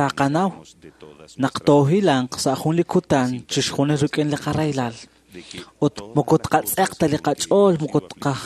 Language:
Kekchí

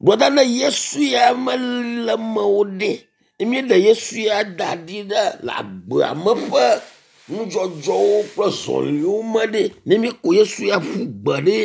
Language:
Ewe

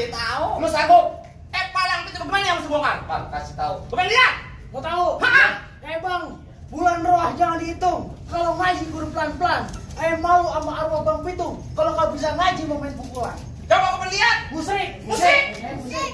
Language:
Betawi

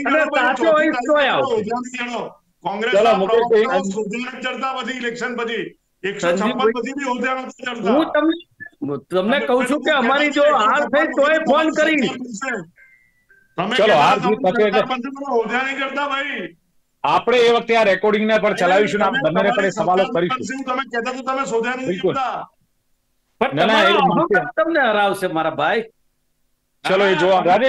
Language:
Gujarati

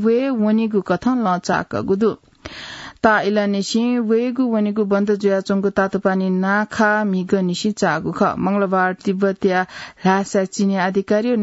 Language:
Newari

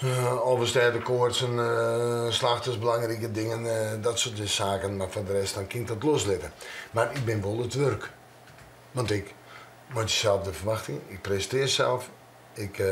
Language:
Western Frisian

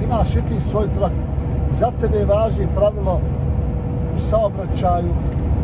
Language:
Croatian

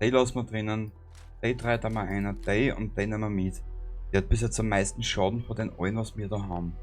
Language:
Bavarian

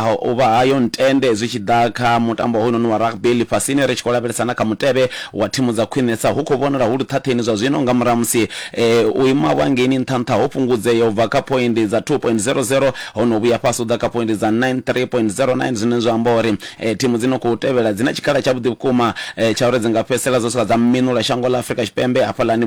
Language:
Venda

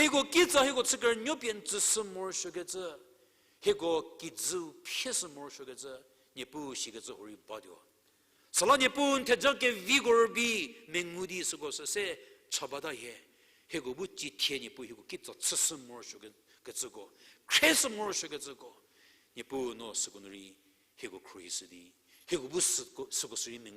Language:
Angami Naga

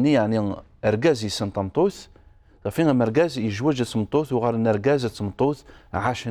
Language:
Kabyle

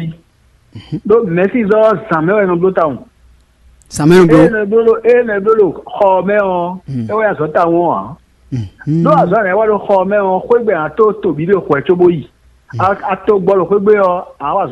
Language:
Fon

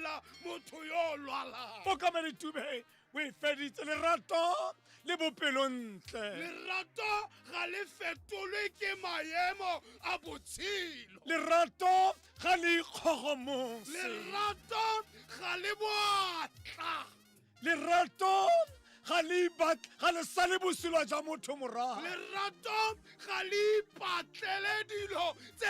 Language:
Tswana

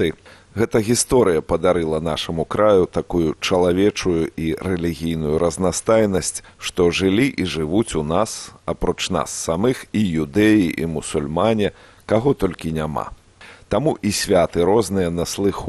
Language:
Belarusian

